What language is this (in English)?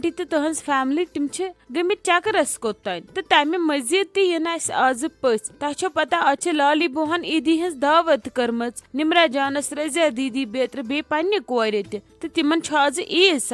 Kashmiri